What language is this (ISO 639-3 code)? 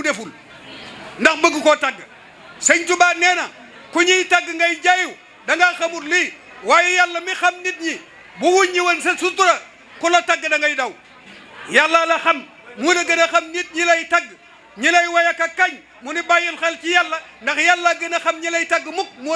wol